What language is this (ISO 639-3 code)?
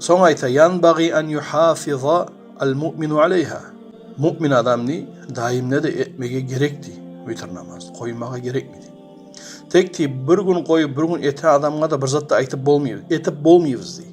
kum